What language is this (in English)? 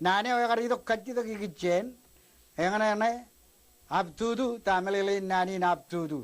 Marshallese